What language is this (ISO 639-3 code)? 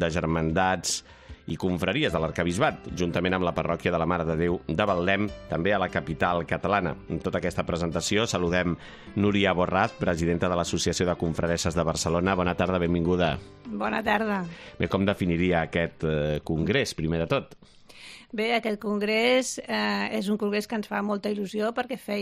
cat